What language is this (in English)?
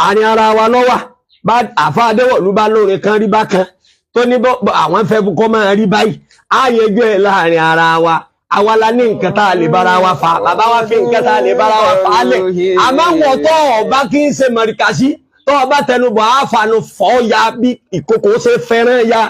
Yoruba